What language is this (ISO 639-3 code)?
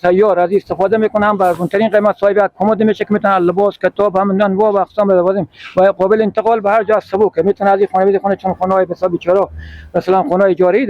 fas